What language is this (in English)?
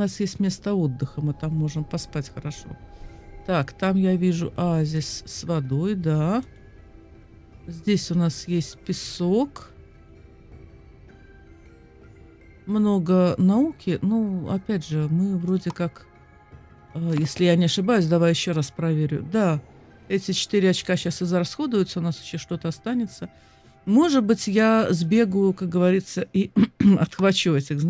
Russian